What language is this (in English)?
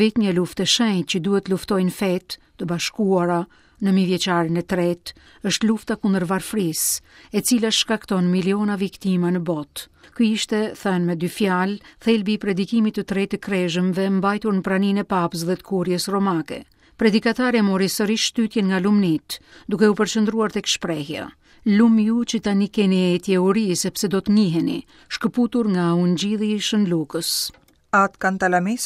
Albanian